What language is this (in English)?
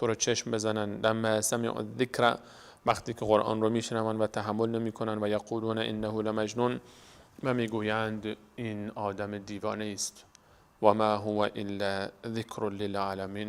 Persian